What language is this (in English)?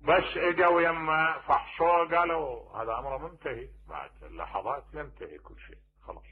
Mesopotamian Arabic